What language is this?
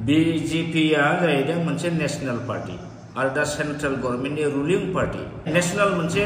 Bodo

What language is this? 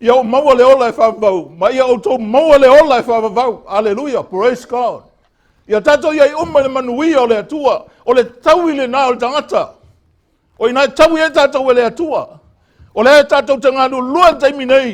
Samoan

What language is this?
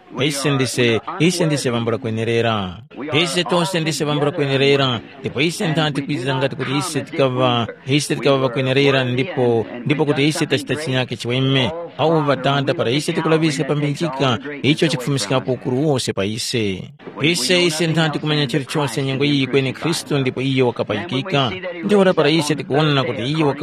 Tumbuka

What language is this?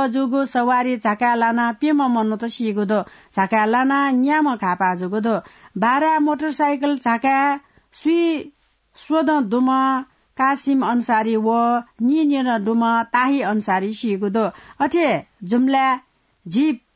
Newari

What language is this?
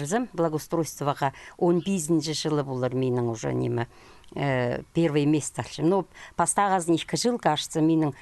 Khakas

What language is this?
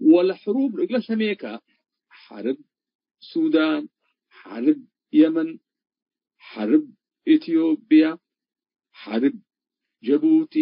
Tigre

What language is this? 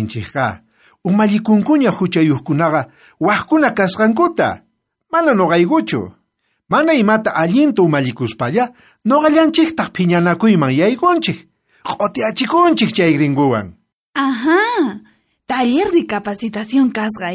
South Bolivian Quechua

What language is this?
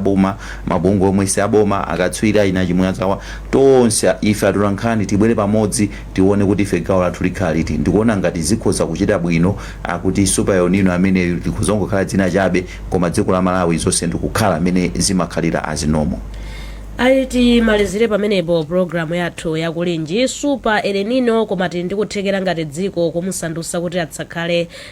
Nyanja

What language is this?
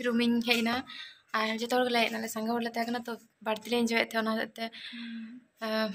Santali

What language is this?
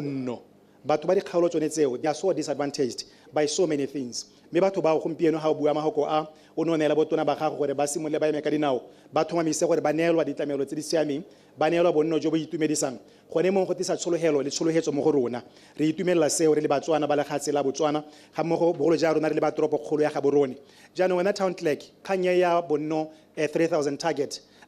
Tswana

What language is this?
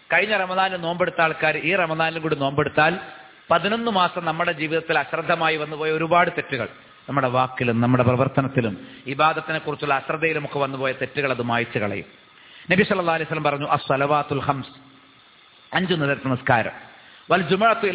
Malayalam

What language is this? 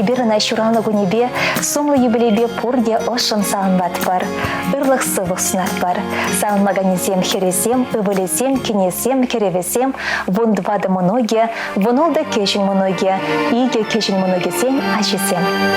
Chuvash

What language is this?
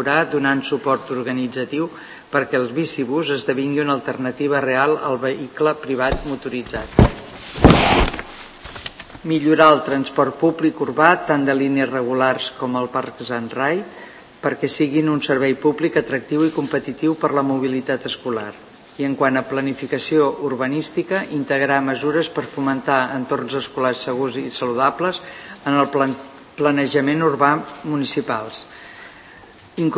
Catalan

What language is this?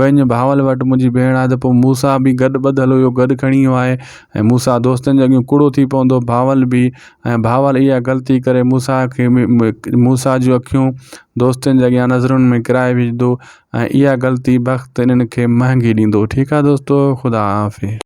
Sindhi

